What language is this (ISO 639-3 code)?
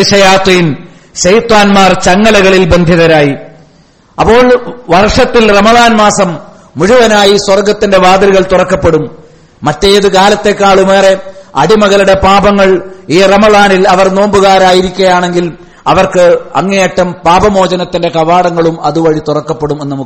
mal